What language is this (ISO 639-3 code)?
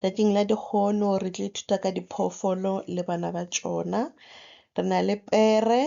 nso